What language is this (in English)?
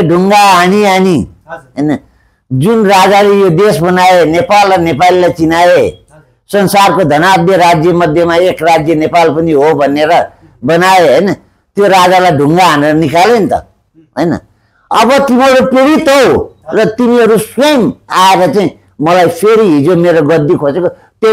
Nepali